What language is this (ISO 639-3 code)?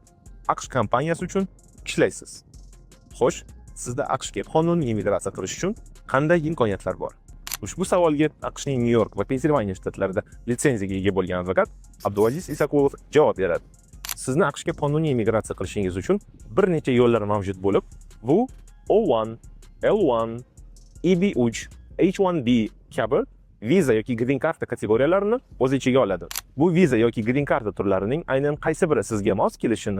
uzb